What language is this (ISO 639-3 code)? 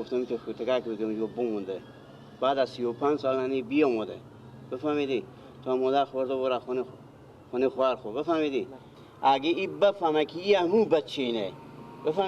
fas